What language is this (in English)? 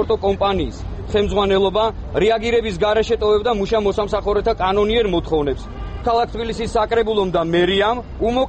Georgian